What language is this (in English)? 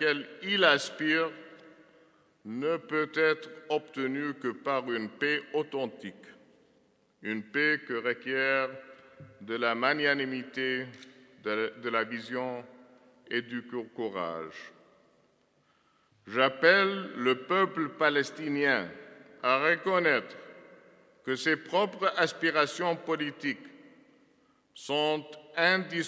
French